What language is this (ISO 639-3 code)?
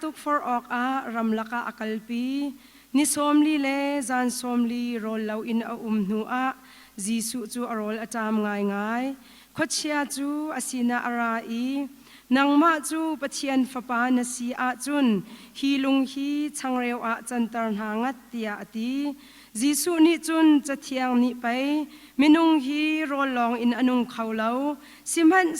cnh